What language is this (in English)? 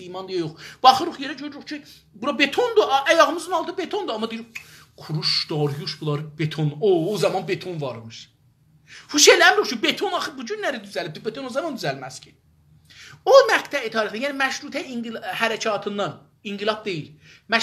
South Azerbaijani